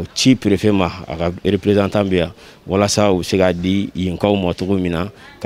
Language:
Bambara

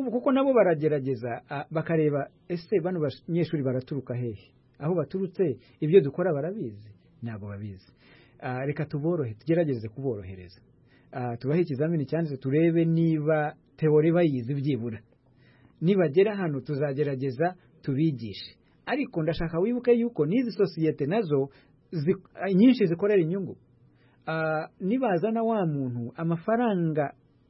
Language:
Kinyarwanda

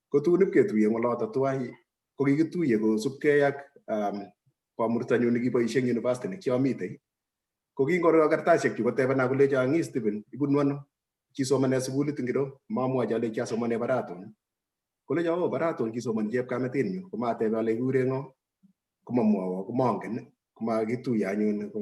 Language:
Kalenjin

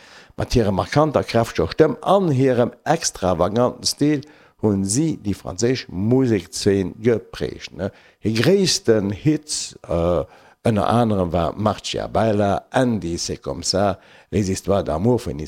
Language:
Luxembourgish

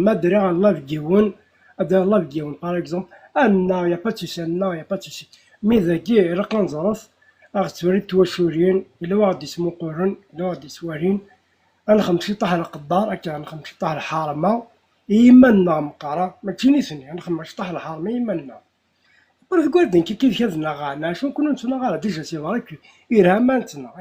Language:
Kabyle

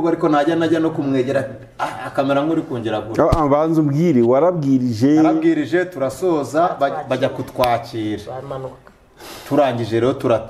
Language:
Kinyarwanda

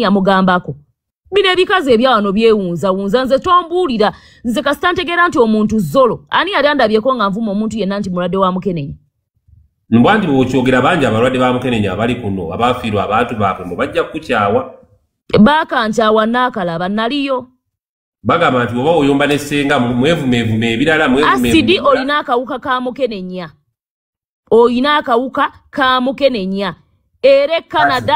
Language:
Ganda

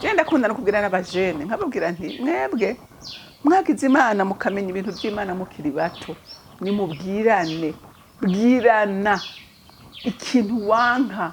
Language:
Rundi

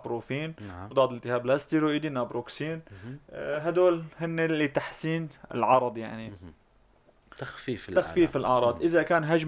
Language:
North Levantine Arabic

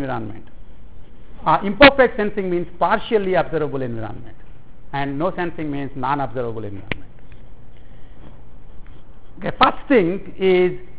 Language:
English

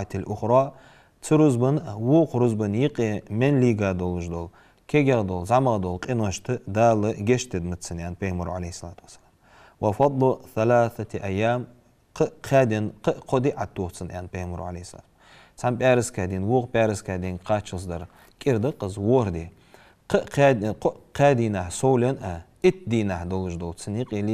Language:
Ingush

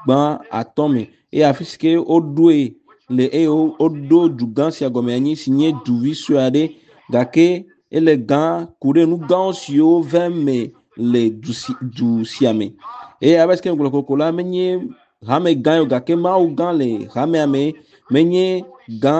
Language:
Ewe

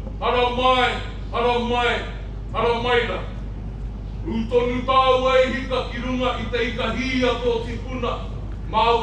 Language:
Māori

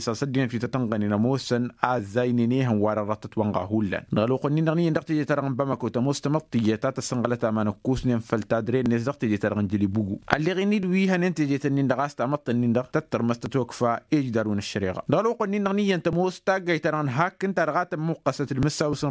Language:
Tamasheq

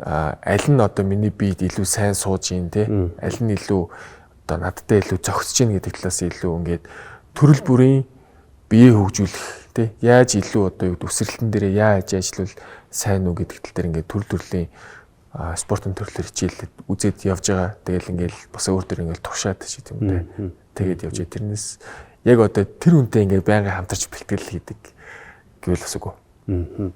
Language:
Mongolian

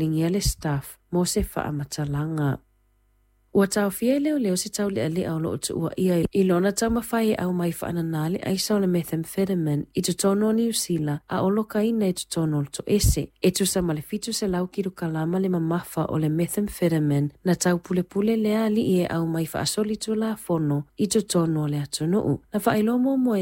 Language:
Samoan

